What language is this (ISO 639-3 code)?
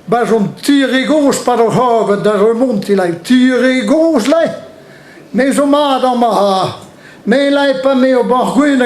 bre